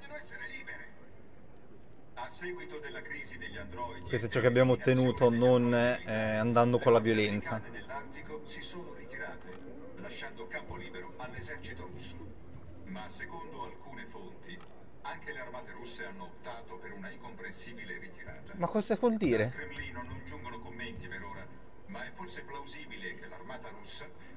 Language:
Italian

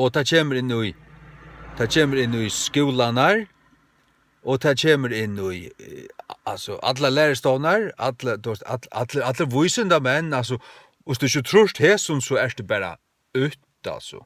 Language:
Faroese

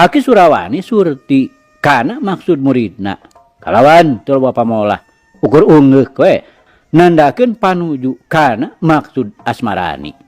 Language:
Sundanese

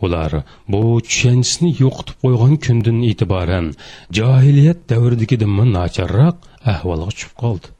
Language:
Uyghur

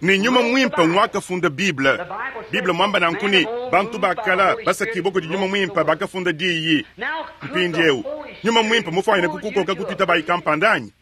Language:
Luba-Lulua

